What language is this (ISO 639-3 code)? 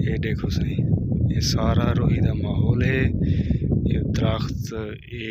skr